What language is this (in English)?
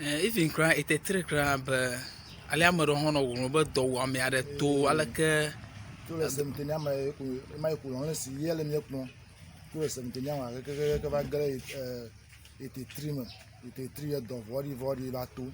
Ewe